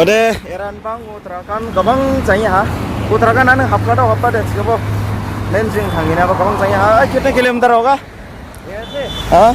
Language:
Dimasa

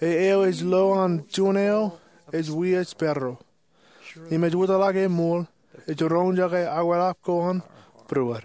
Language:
Marshallese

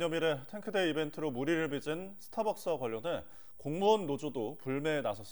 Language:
Korean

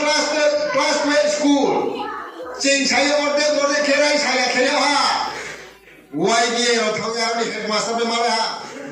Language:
Riang (India)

